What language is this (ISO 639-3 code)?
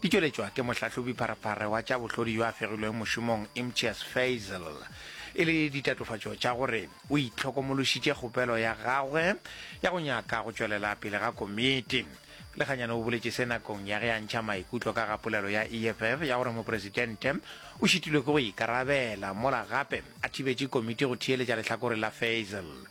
nso